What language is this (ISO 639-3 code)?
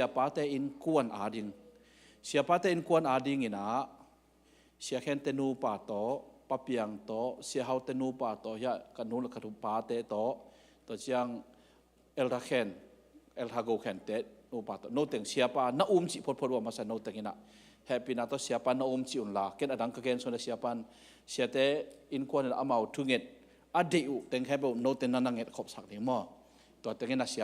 ctd